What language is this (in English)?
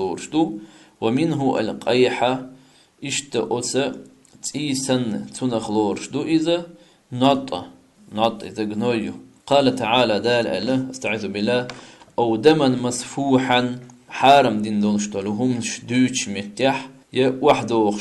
Chechen